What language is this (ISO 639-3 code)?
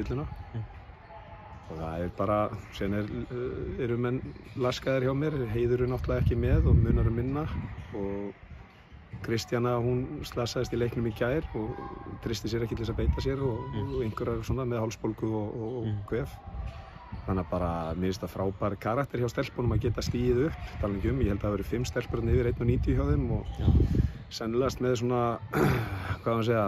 isl